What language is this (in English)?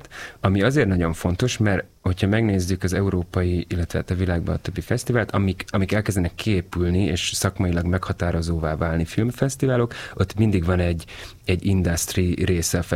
Hungarian